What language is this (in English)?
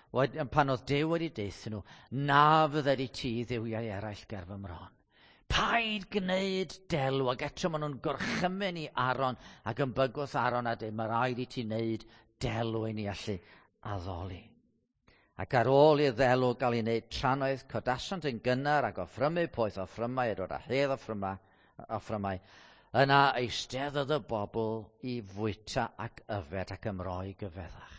Welsh